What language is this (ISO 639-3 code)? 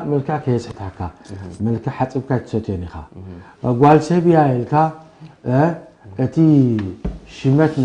tir